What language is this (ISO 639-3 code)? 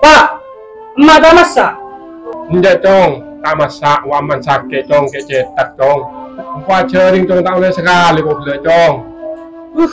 mad